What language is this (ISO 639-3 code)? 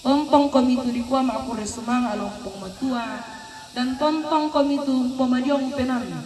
sda